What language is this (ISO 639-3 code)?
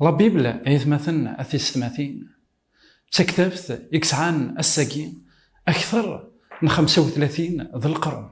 kab